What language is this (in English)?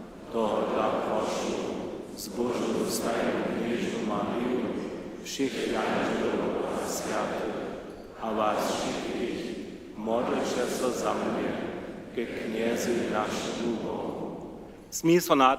Upper Sorbian